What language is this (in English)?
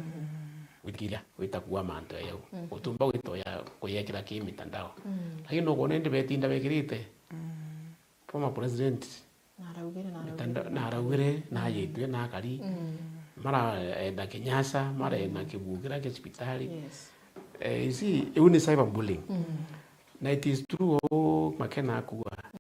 Meru